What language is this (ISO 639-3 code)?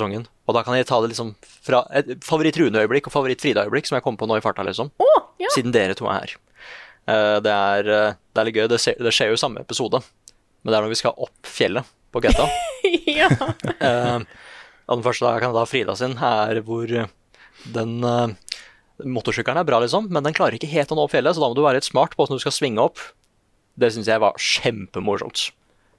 nor